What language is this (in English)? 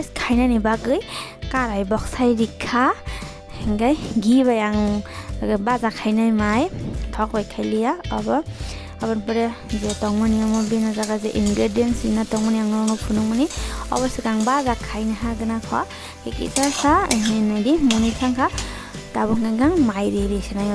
Kok Borok